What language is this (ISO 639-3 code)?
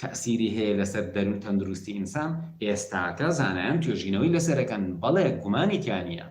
ckb